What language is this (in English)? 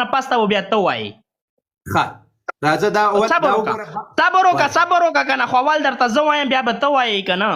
Pashto